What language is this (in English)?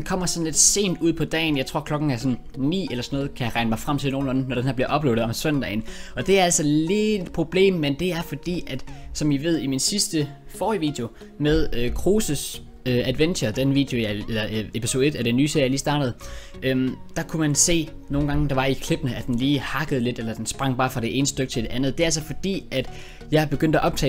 Danish